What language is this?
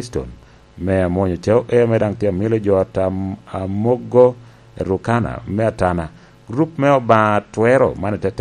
Lango (Uganda)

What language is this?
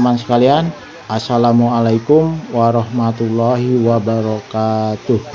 Indonesian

